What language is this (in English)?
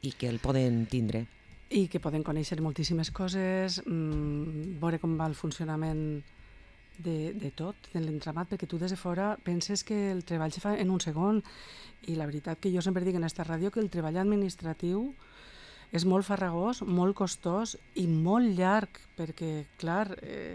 Catalan